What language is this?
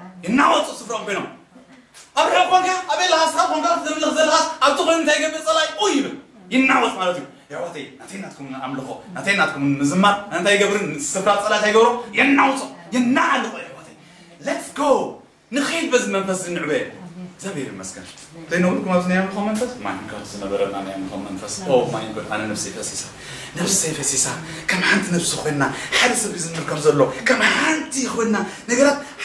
Tigrinya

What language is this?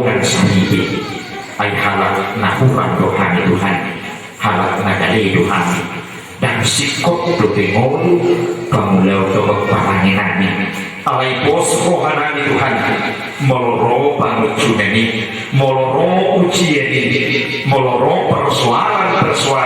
Batak Toba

